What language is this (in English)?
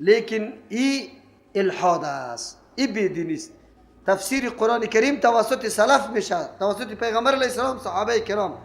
Persian